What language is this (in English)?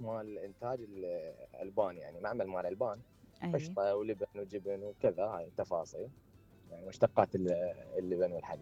Mesopotamian Arabic